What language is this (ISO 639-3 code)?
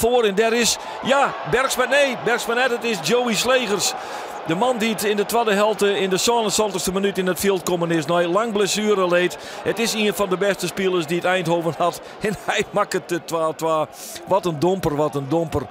fry